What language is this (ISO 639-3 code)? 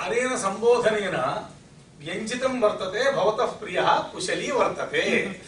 san